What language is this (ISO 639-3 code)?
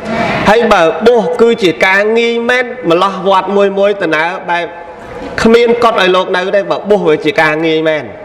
khm